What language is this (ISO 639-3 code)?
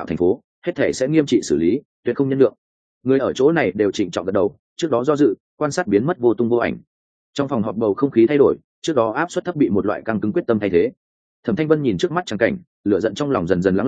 vie